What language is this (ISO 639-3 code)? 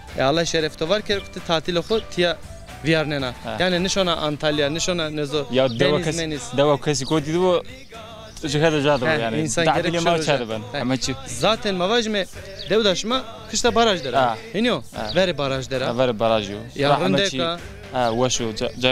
zza